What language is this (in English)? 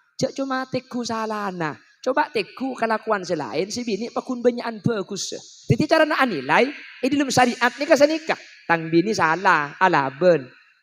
Madurese